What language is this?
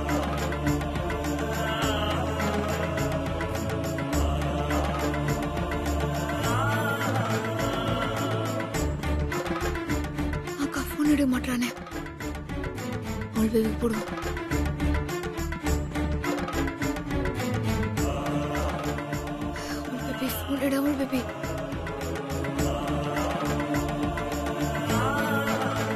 Tamil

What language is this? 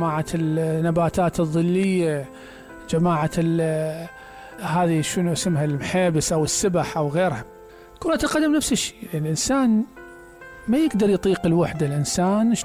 Mesopotamian Arabic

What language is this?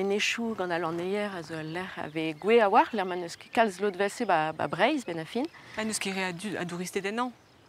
Breton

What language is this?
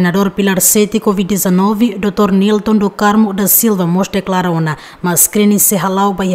Tetum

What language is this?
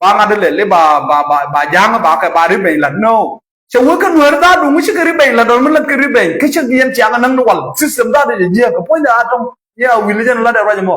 Nuer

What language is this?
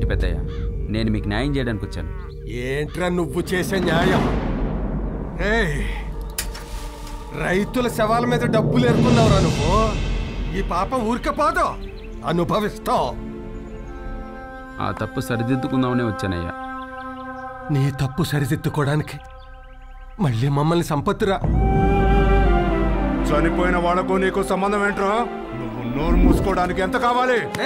Telugu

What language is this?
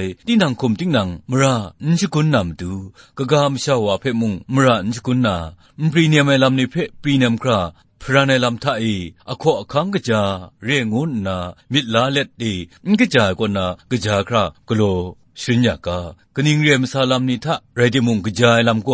Kachin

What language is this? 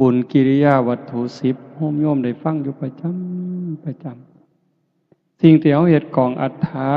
Northeastern Thai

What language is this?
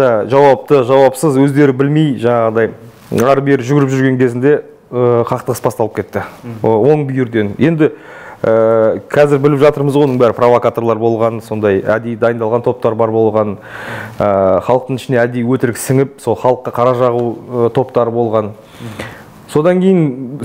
Kazakh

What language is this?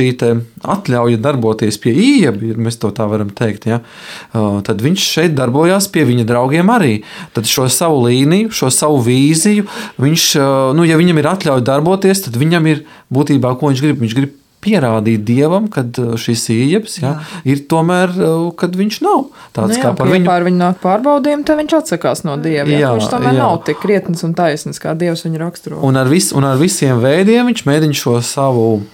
Latvian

